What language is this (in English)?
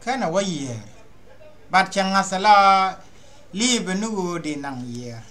Nuer